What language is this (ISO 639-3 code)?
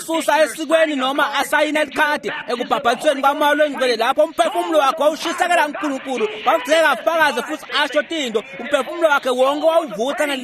ssw